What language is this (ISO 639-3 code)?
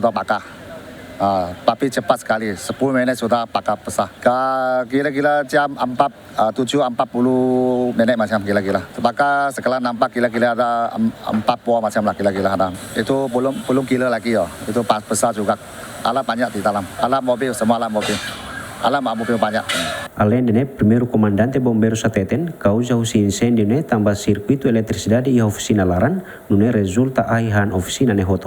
tet